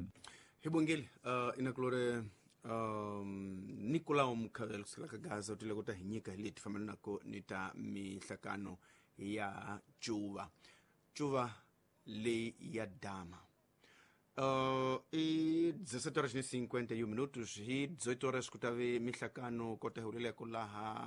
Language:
Tsonga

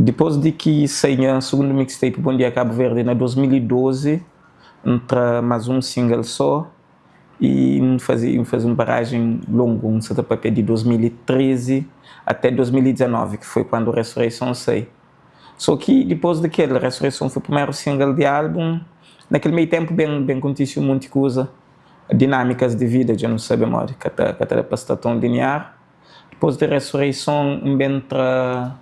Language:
Kabuverdianu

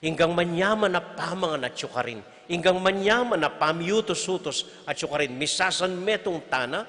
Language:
Pampanga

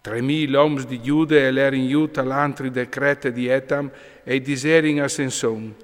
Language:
Friulian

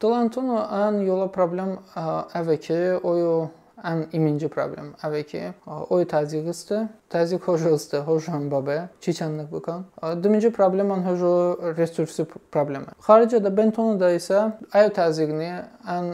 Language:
Talysh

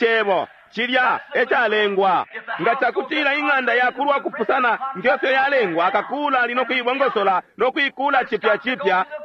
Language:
Bemba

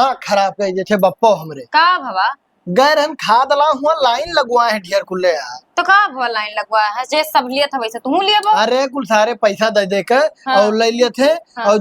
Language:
Awadhi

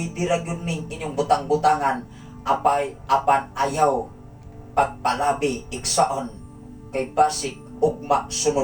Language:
Cebuano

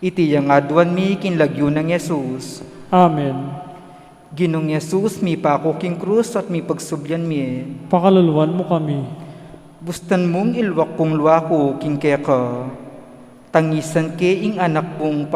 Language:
Pampanga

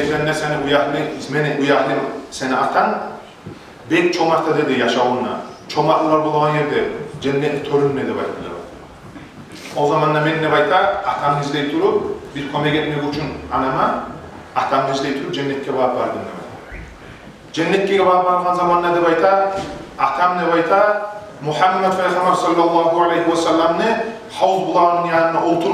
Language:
Kumyk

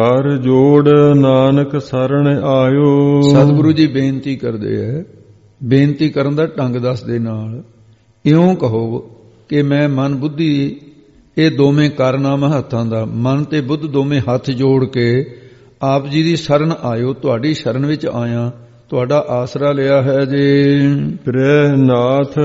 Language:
Punjabi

